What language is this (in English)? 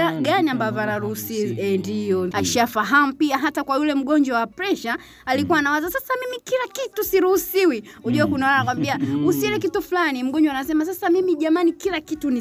Swahili